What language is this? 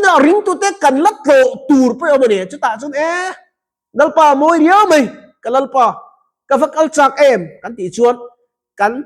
Mizo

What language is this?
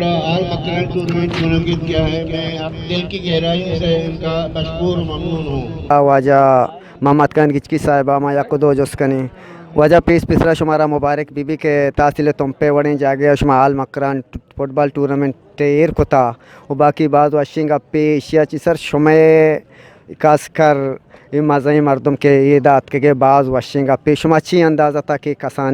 Eastern Balochi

